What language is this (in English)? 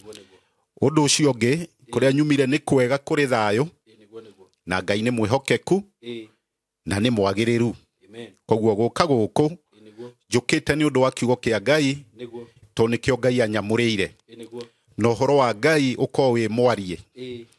Kikuyu